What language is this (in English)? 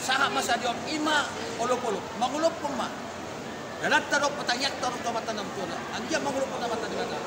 Batak Toba